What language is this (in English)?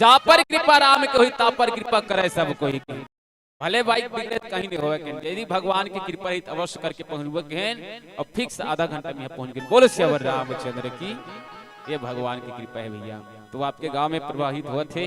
Chhattisgarhi